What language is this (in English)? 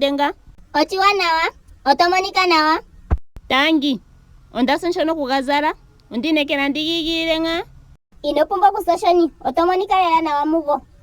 Ndonga